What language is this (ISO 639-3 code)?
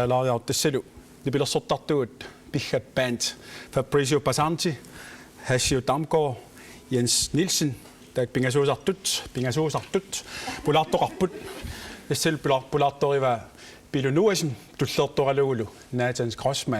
kal